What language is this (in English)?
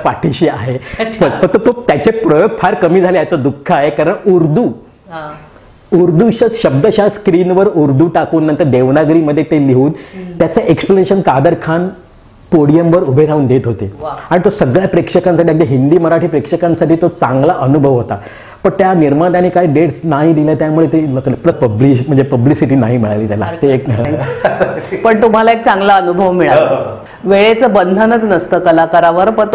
Marathi